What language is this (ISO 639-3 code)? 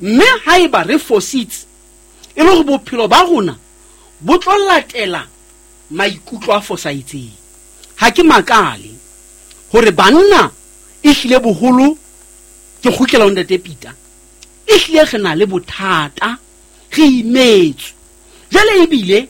sot